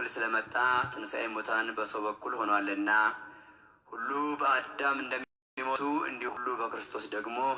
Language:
Amharic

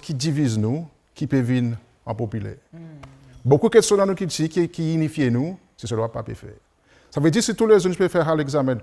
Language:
Seselwa Creole French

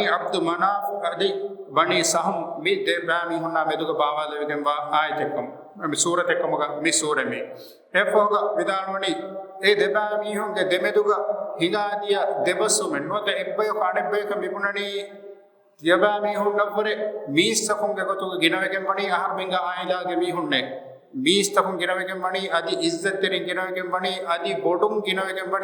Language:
Divehi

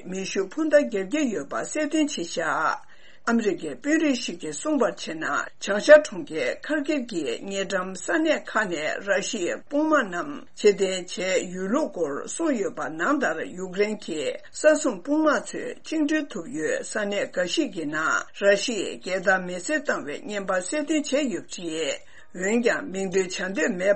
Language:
Tibetan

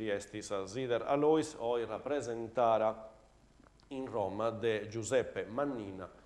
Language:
Sardinian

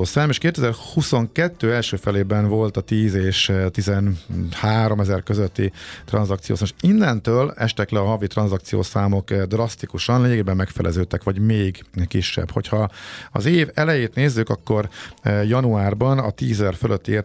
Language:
Hungarian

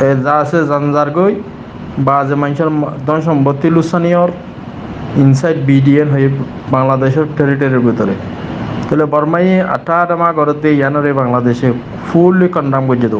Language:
Rohingya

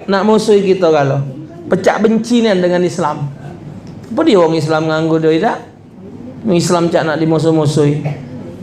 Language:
Musi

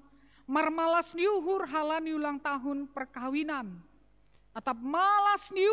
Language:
Batak Simalungun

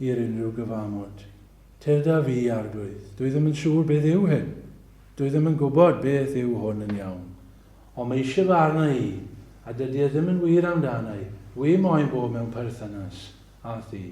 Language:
Welsh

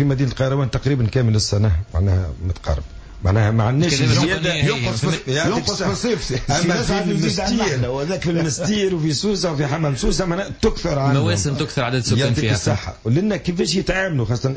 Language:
Tunisian Arabic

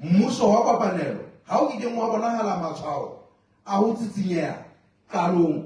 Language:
Southern Sotho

